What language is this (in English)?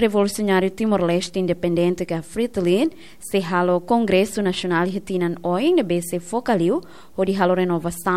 Tetum